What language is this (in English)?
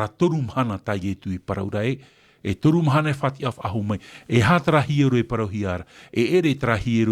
Tahitian